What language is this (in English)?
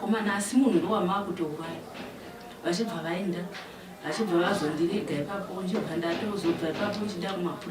Shona